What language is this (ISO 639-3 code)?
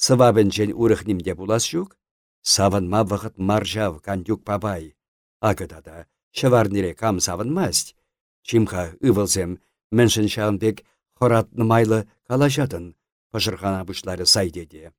chv